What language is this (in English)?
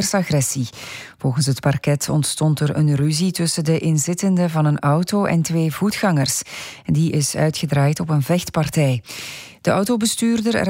Dutch